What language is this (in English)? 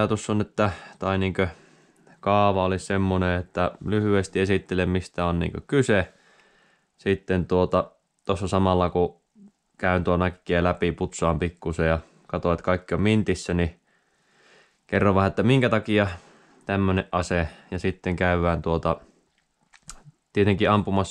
Finnish